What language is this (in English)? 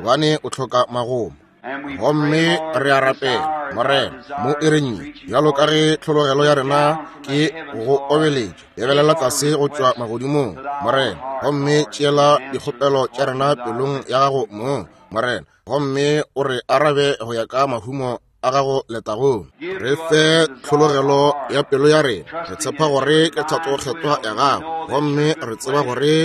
Northern Sotho